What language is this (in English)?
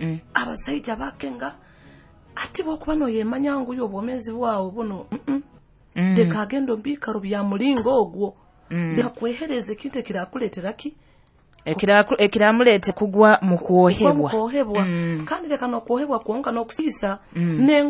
Nyoro